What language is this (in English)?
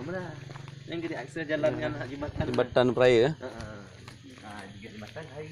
Achinese